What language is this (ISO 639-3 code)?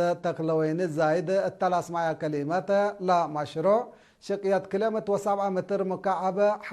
tig